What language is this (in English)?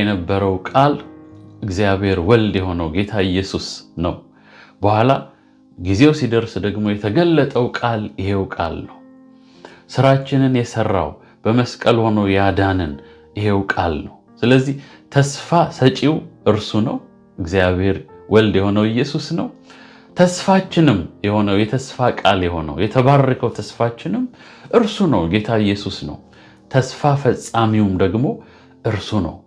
Amharic